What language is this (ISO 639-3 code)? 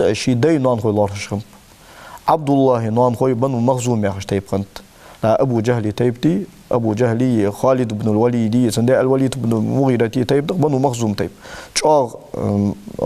inh